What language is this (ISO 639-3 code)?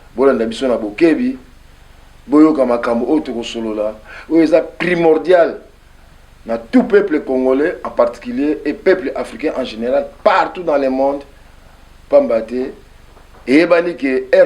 lin